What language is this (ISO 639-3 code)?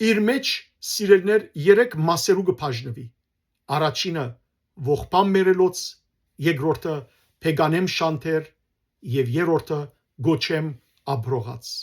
hyw